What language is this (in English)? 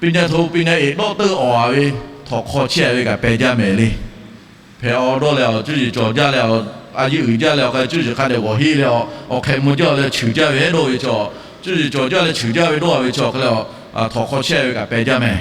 Lahu